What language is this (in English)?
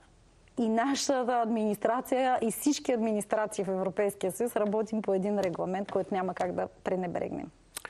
Bulgarian